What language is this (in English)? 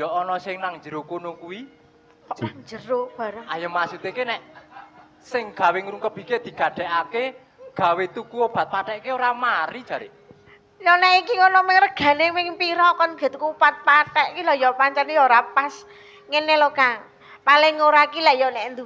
Javanese